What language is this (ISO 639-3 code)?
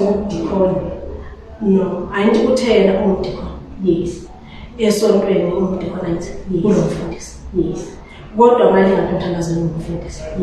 zul